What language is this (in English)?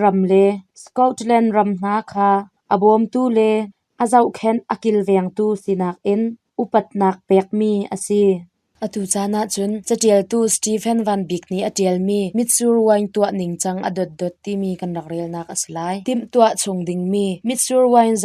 Hakha Chin